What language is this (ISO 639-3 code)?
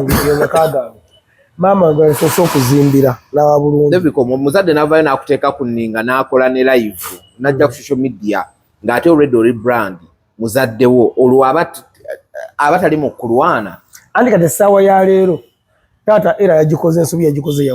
lug